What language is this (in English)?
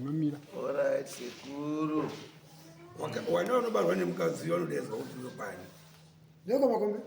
Shona